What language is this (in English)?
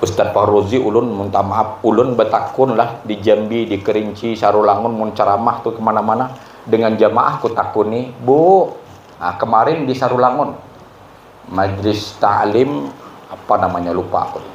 Banjar